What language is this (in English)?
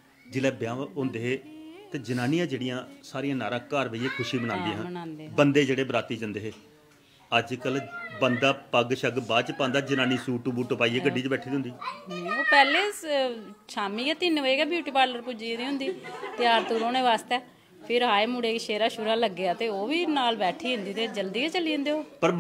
Dogri